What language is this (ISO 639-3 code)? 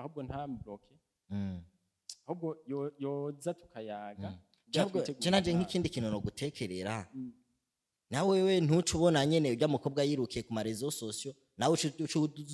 run